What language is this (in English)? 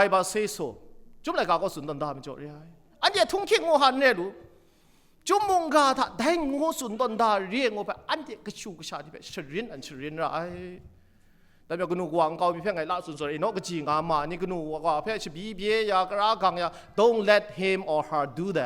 Kachin